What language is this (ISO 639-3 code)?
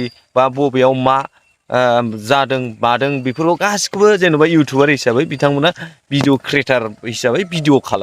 brx